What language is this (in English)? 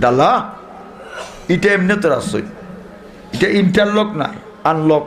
Sylheti